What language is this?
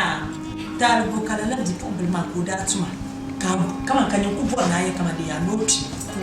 Dagbani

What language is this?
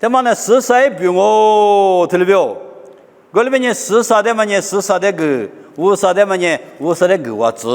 Lisu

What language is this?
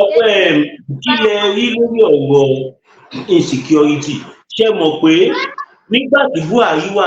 Yoruba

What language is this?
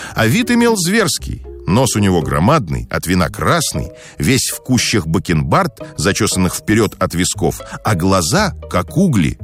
Russian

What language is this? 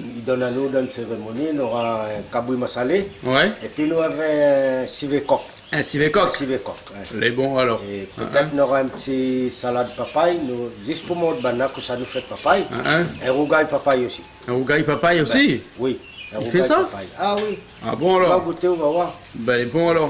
Réunion Creole French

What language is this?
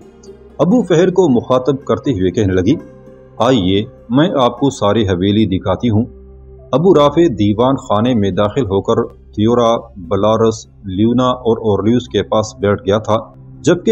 Urdu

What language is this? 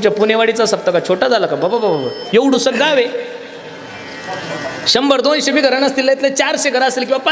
Marathi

